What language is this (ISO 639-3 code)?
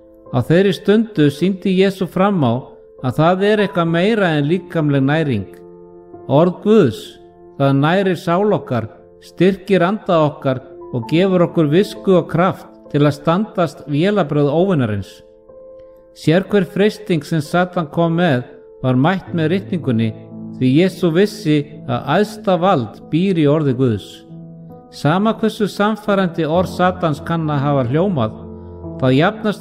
isl